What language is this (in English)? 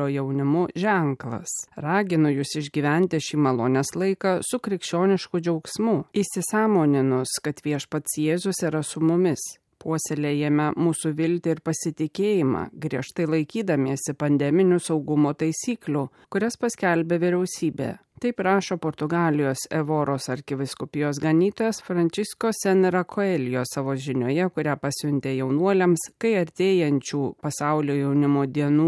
Lithuanian